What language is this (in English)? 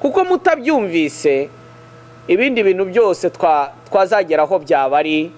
Kinyarwanda